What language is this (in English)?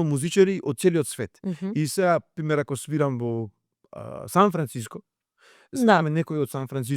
Macedonian